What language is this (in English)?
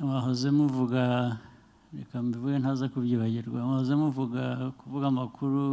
Kinyarwanda